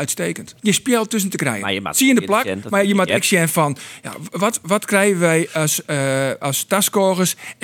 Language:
Western Frisian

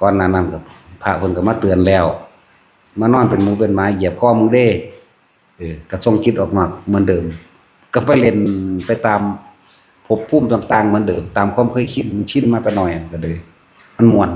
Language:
Northeastern Thai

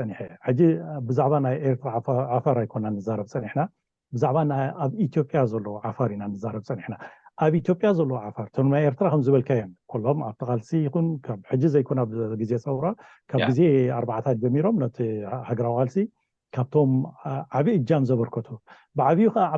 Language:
Tigrinya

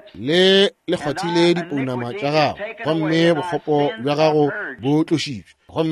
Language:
Northern Sotho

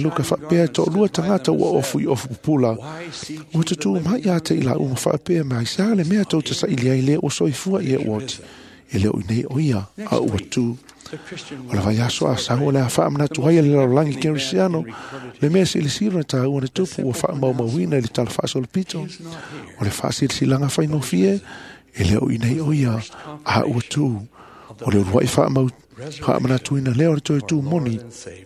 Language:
Samoan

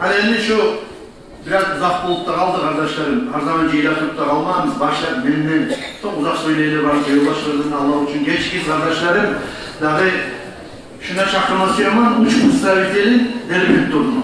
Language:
Kumyk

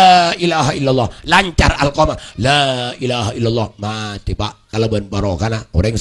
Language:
Madurese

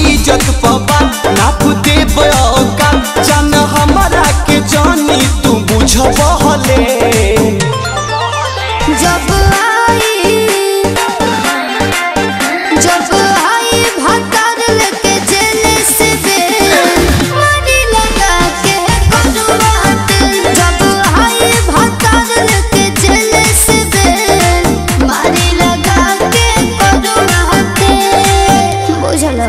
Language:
Bhojpuri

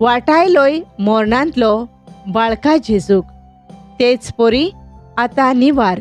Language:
Konkani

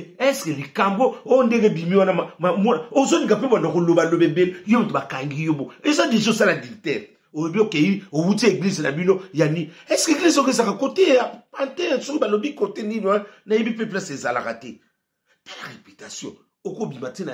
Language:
Lingala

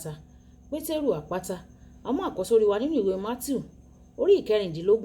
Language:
Yoruba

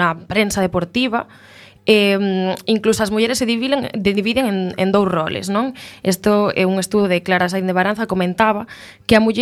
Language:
Galician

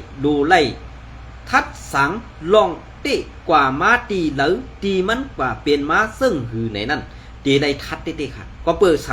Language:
Shan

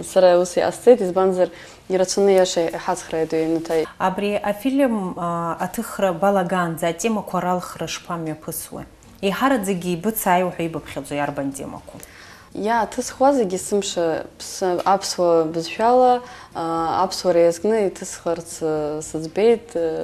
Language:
Abkhazian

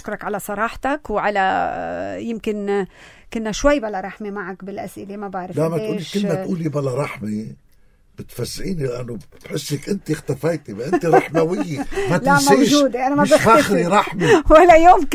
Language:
North Levantine Arabic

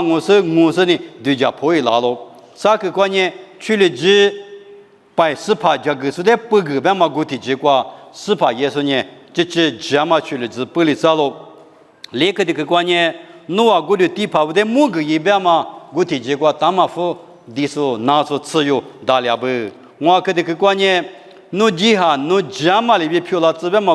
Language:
Lisu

